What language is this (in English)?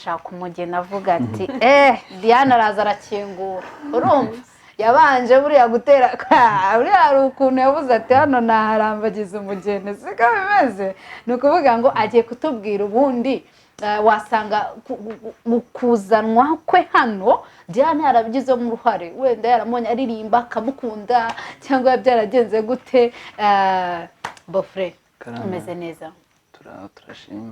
Kinyarwanda